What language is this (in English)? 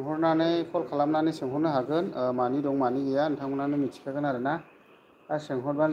Bodo